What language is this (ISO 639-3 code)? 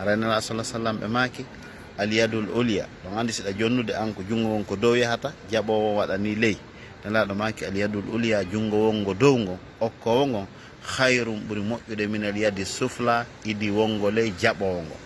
ful